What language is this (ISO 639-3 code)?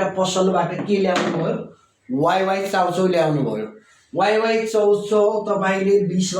nep